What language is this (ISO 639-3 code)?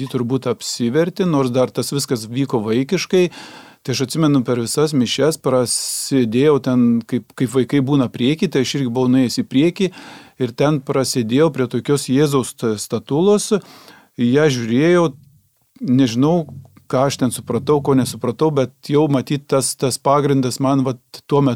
lit